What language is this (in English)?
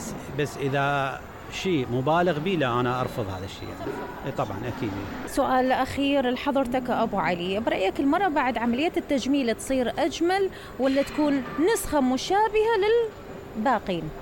Mesopotamian Arabic